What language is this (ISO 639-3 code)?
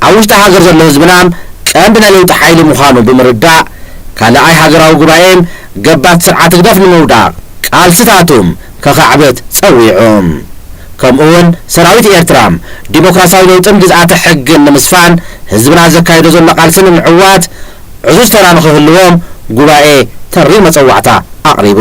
tir